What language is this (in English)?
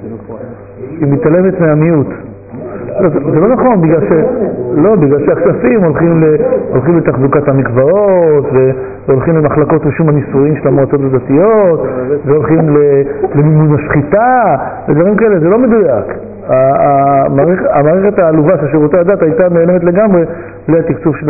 Hebrew